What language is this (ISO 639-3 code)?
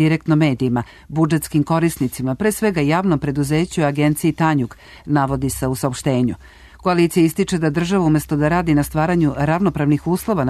srp